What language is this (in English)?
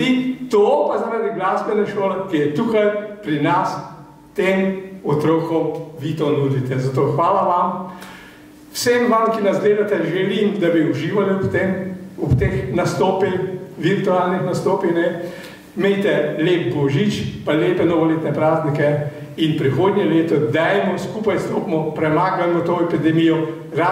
Slovenian